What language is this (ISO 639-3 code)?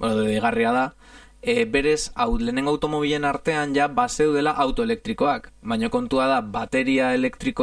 eus